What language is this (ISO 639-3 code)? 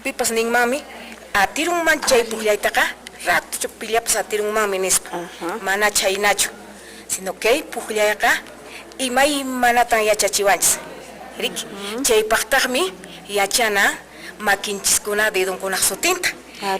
que